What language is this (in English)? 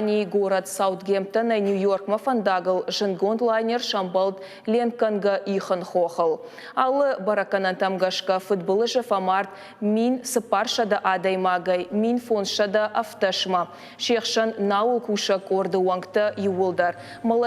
Ossetic